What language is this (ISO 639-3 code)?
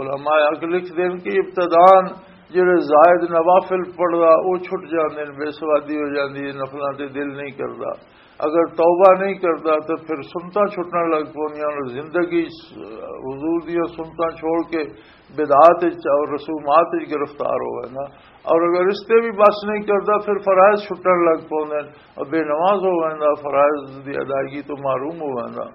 lah